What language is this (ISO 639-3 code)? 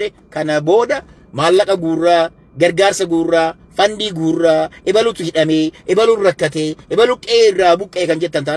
orm